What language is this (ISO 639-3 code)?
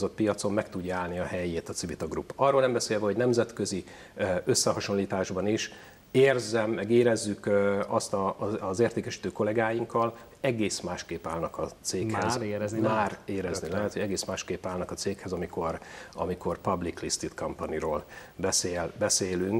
hun